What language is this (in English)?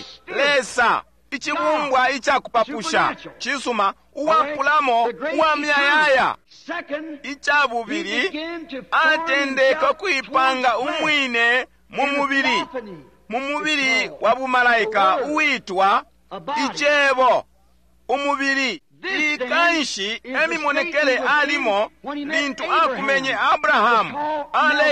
Bemba